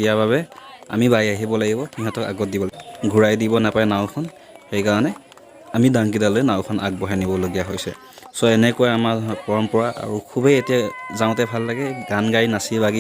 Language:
Assamese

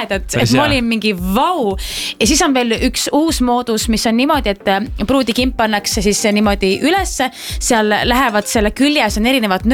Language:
Estonian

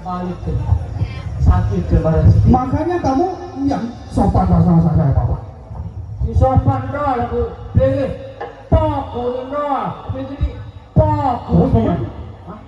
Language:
Sasak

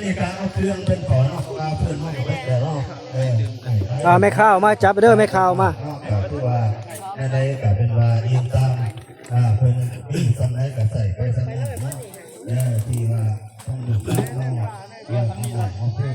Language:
Northeastern Thai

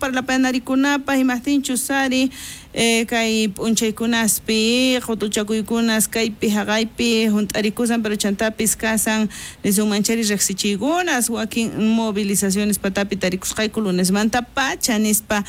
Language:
South Bolivian Quechua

